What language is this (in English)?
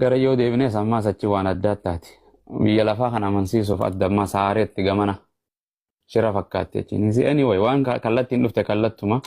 Oromo